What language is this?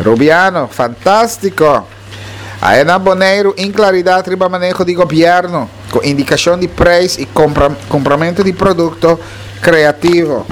Papiamento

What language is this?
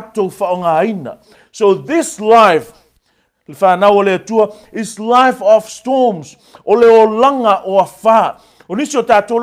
Samoan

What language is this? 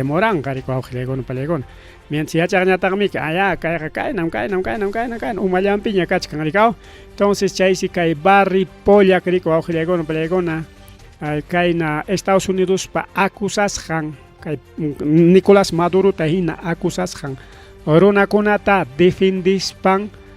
Ayacucho Quechua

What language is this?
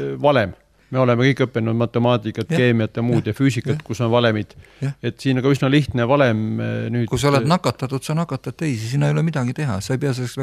Estonian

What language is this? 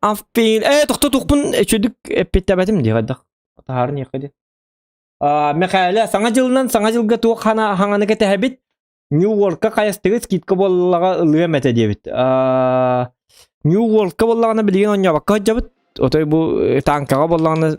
Yakut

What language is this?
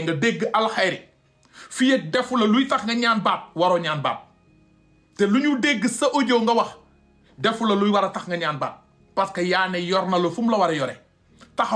Wolof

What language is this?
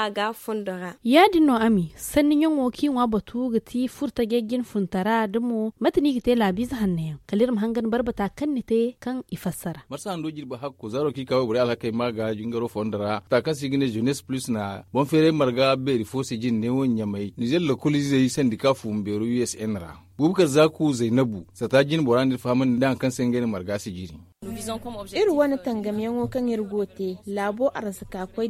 Zarma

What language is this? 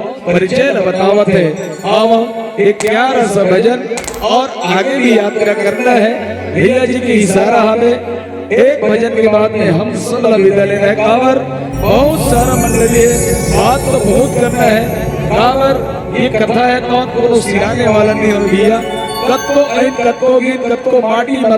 Chhattisgarhi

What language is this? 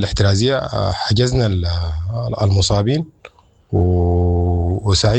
Sudanese Arabic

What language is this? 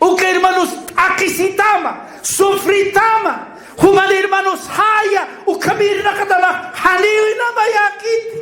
Aymara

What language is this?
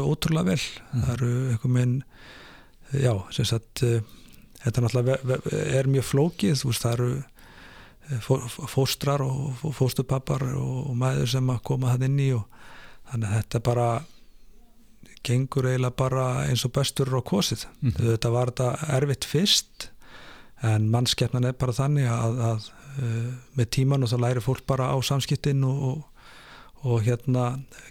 Icelandic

